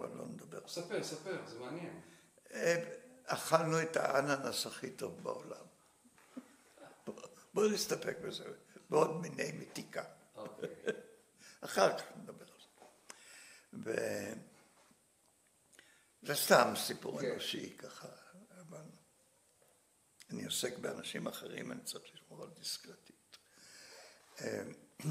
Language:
Hebrew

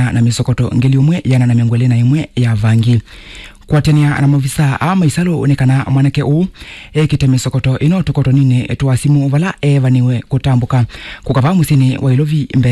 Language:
Kamba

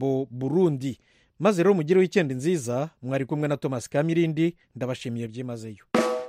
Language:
Kinyarwanda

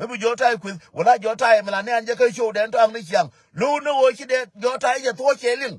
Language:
Nuer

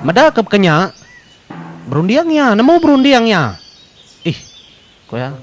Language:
Iban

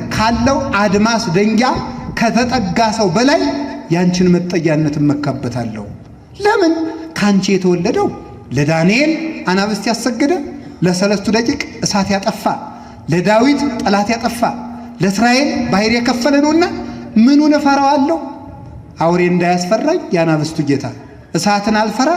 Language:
Amharic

